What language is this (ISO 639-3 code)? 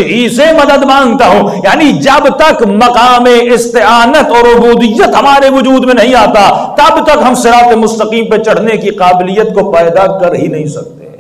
urd